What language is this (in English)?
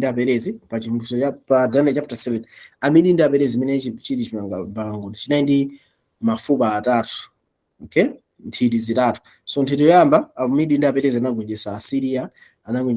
Nyanja